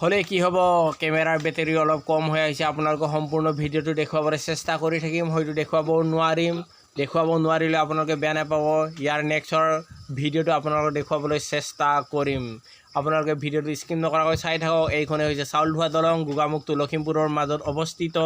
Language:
Assamese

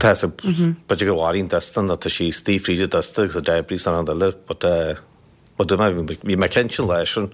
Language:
Irish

